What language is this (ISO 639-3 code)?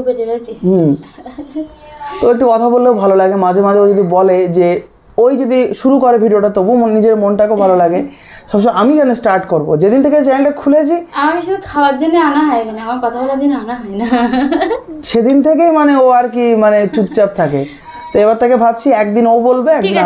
ben